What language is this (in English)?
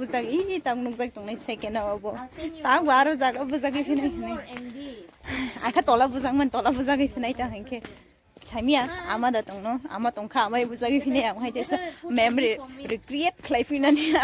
Kok Borok